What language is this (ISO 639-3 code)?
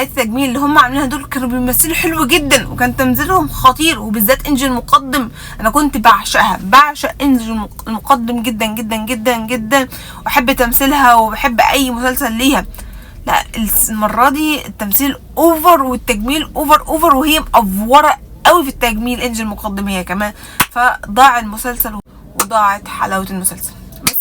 arz